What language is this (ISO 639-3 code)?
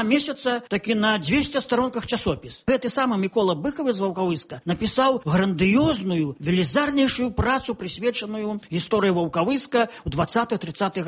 bel